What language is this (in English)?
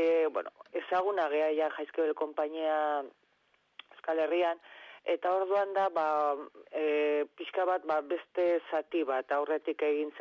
Basque